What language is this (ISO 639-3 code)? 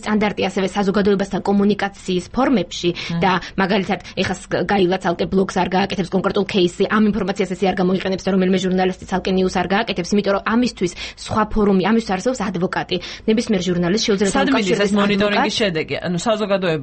kat